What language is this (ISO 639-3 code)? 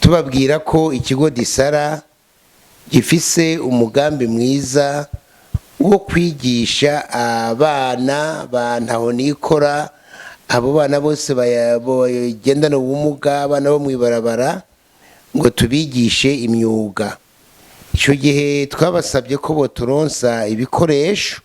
run